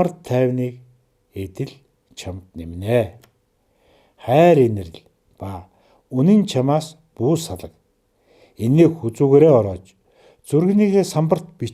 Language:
Mongolian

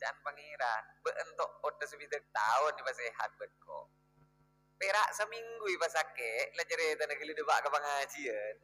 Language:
Madurese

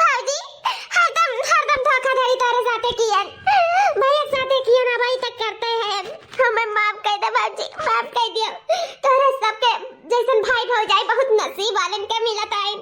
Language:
Awadhi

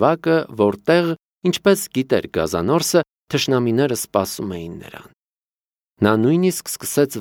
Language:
Armenian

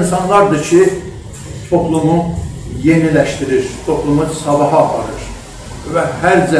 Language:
South Azerbaijani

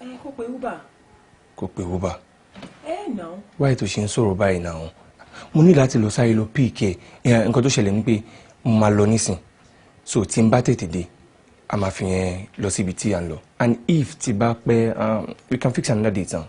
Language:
Yoruba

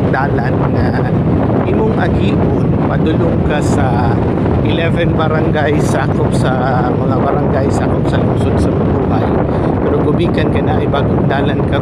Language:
Cebuano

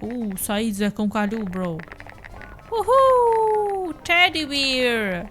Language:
Albanian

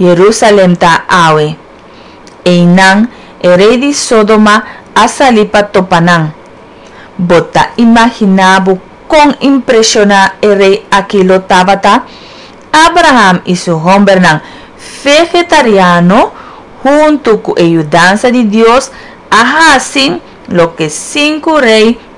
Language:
Papiamento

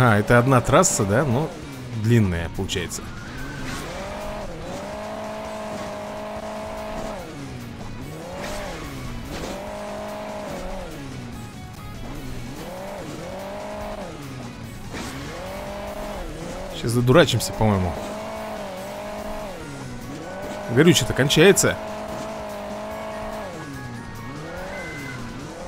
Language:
Russian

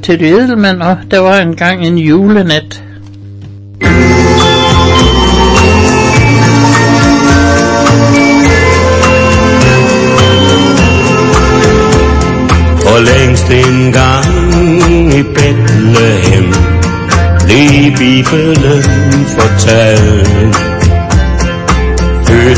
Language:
Danish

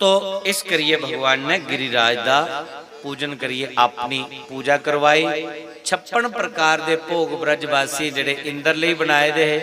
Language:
Dogri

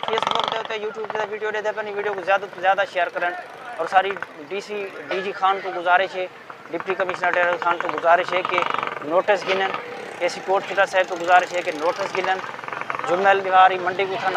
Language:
Saraiki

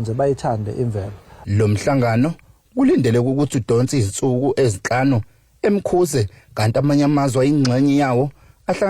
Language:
Zulu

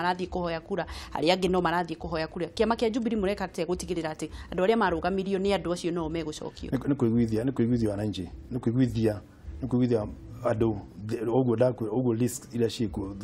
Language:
Kikuyu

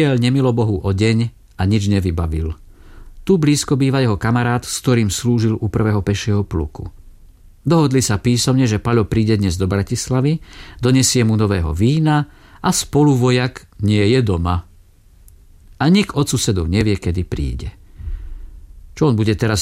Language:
Slovak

